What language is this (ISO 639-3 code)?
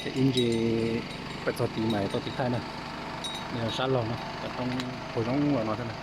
hmn